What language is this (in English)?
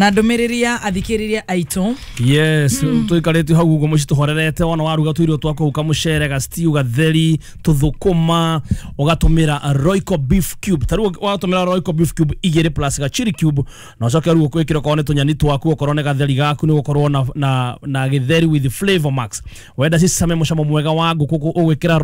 Kikuyu